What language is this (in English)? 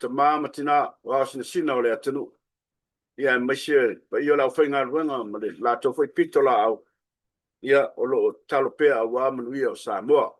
Samoan